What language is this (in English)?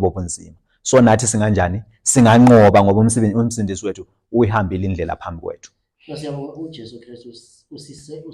Zulu